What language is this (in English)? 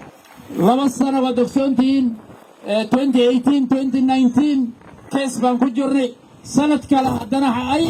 Somali